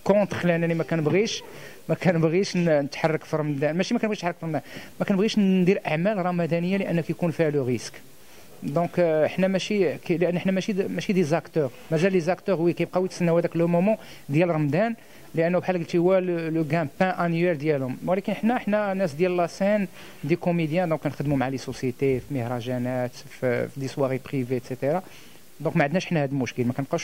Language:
Moroccan Arabic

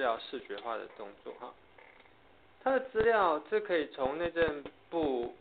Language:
Chinese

